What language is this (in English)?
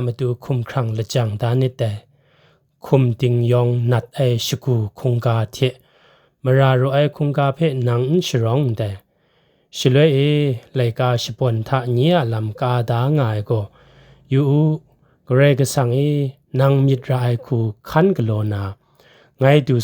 Kachin